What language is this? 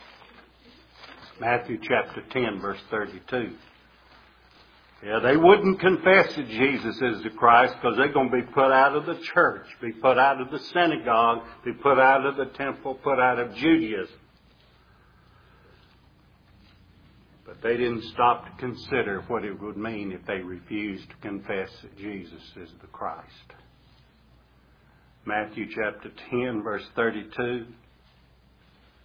English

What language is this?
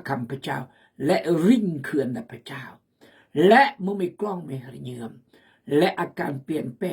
Khmu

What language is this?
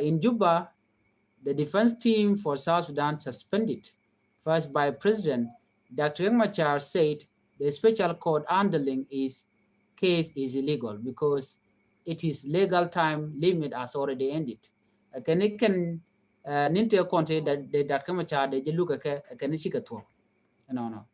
Nuer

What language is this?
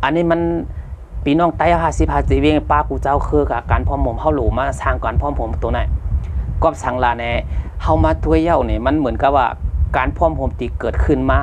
Shan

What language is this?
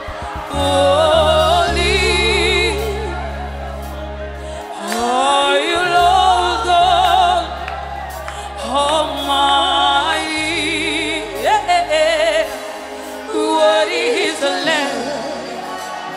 French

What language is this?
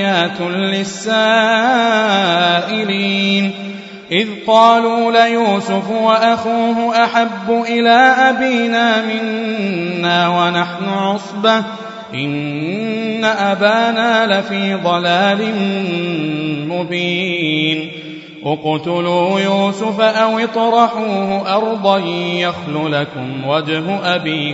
Arabic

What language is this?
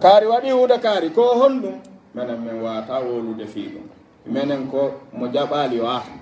Pular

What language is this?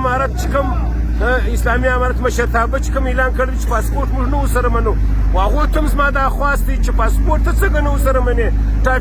Pashto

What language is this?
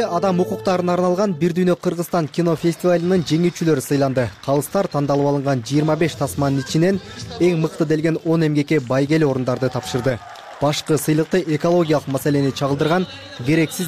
Kyrgyz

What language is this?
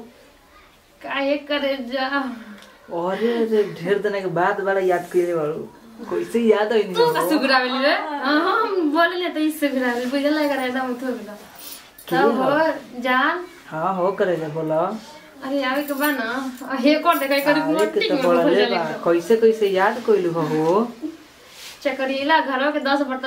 Bhojpuri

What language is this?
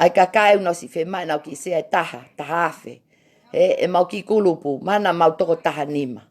Tongan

